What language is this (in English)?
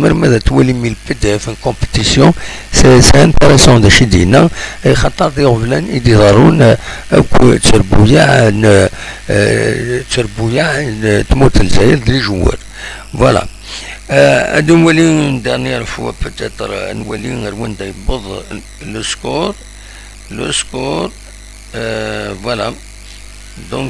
Kabyle